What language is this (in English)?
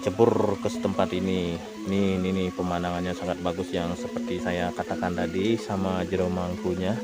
Balinese